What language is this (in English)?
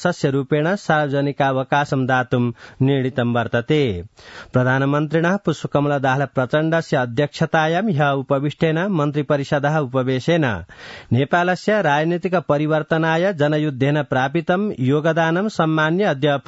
Sanskrit